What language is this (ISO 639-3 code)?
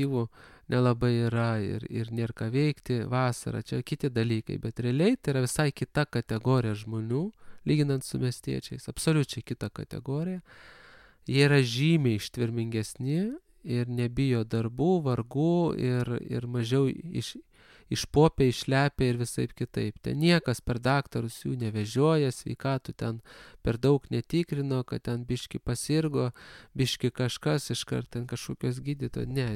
lit